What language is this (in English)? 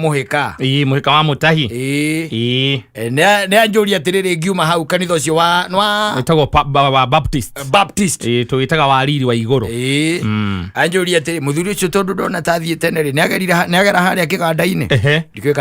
Kikuyu